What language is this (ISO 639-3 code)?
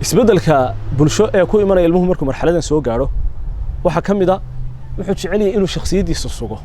som